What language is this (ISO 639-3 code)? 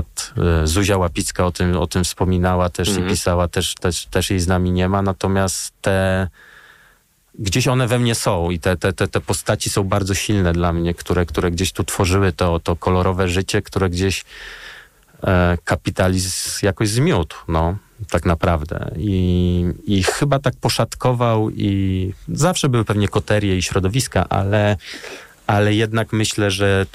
pol